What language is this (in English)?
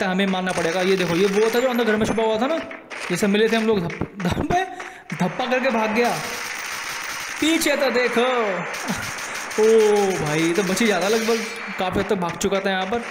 Hindi